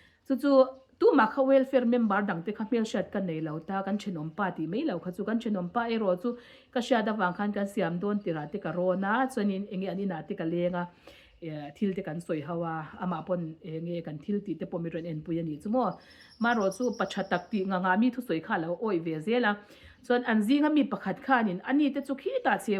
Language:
Mizo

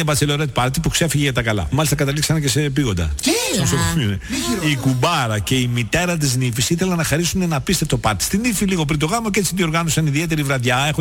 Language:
Greek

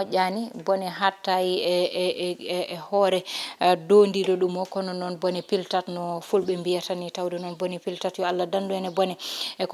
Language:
Fula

